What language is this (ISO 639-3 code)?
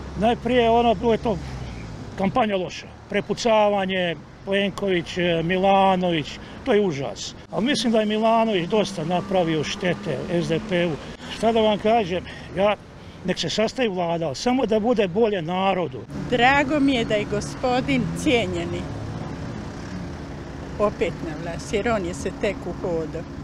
hrv